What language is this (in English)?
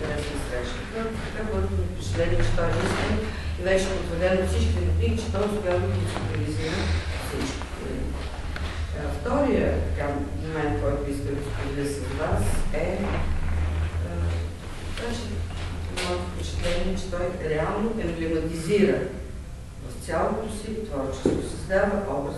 Bulgarian